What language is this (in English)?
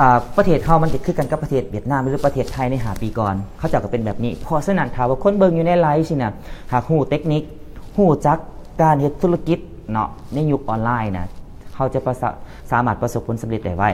Lao